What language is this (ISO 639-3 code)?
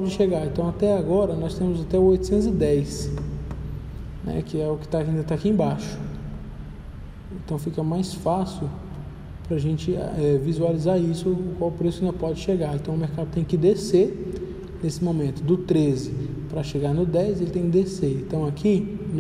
por